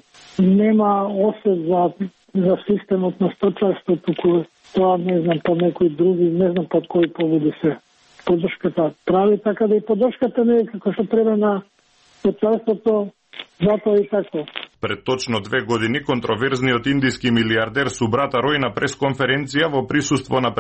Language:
Macedonian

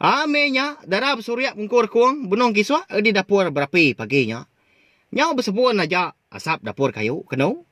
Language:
Iban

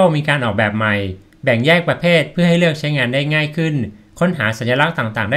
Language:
Thai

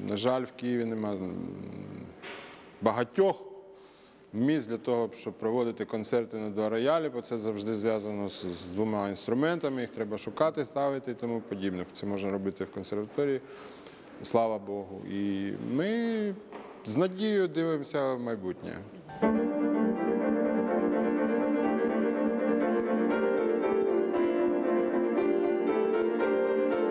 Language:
Ukrainian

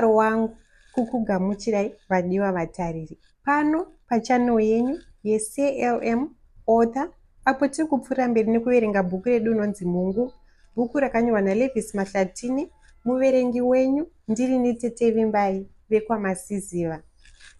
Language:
Shona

